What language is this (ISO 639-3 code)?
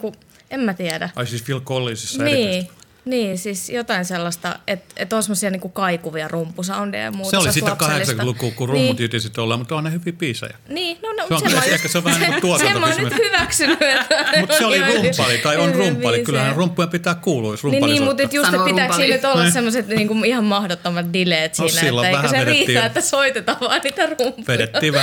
fin